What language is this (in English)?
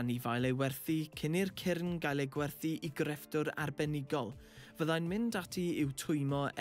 Welsh